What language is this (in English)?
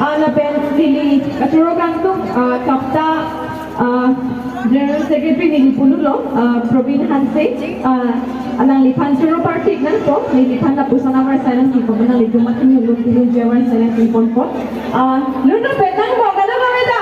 Karbi